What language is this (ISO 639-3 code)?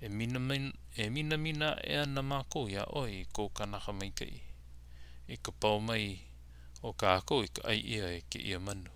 haw